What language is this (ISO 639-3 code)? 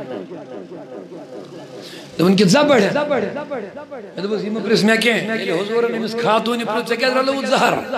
urd